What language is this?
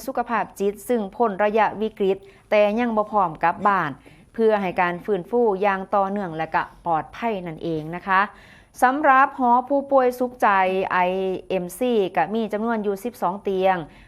Northeastern Thai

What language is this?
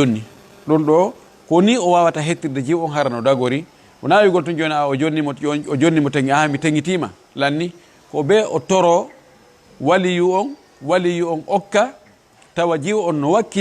Fula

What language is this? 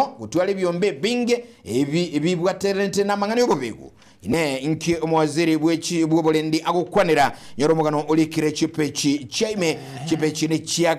Gusii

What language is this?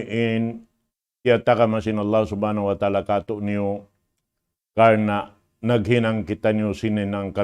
Tausug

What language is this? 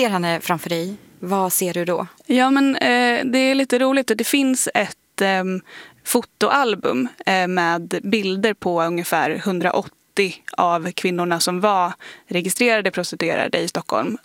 Swedish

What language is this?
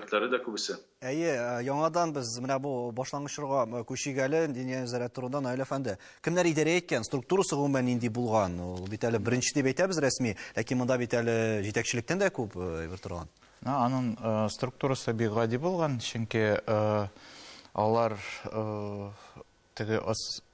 Tatar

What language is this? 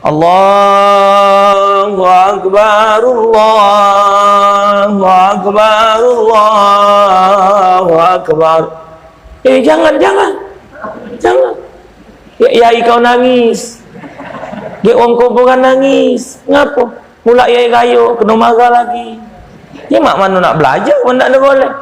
Musi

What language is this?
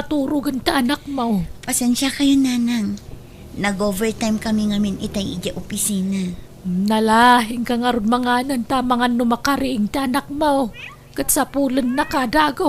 Iloko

